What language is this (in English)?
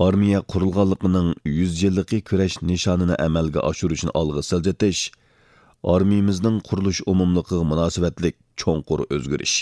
Uyghur